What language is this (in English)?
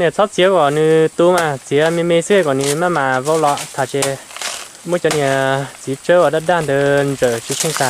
Hmong